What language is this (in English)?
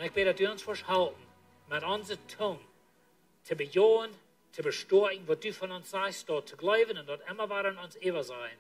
Plautdietsch